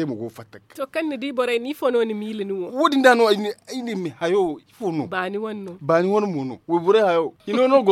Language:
Zarma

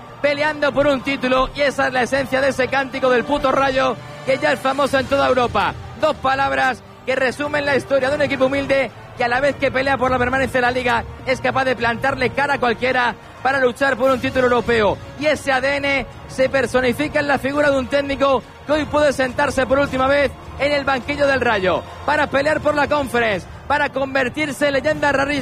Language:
Spanish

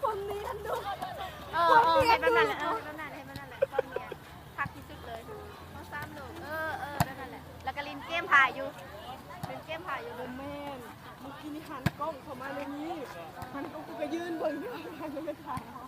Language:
Lao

